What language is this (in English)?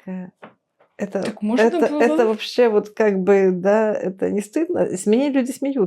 Belarusian